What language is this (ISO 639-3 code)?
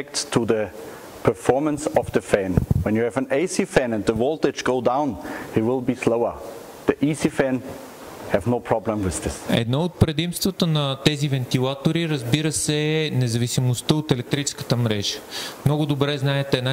bul